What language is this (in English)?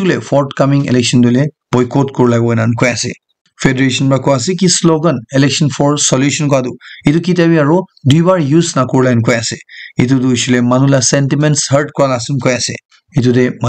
Naga Pidgin